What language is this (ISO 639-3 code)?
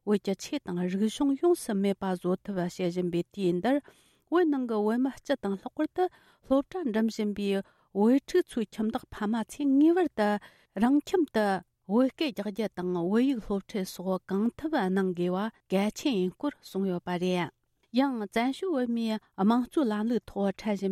bod